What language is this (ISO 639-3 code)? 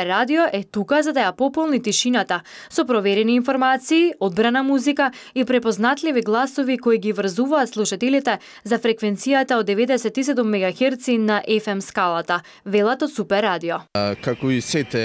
mkd